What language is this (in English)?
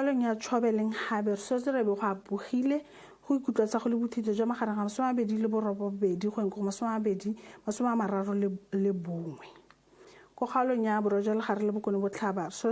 Tswana